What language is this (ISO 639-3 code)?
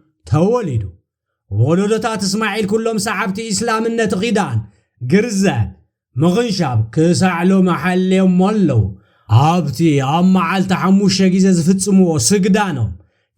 tir